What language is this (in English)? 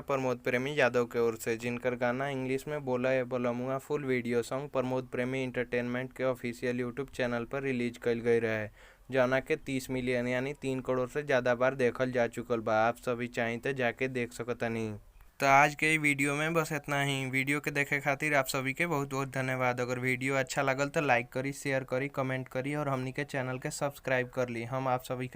Bhojpuri